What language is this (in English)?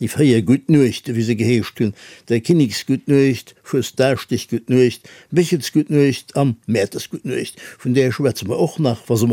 Luxembourgish